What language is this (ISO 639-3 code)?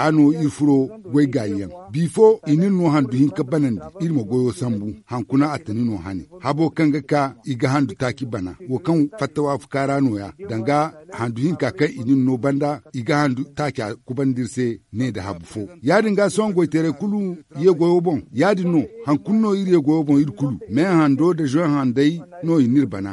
dje